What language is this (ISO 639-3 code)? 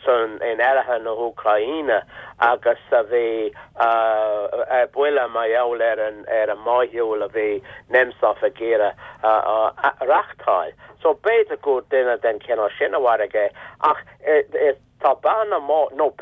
gle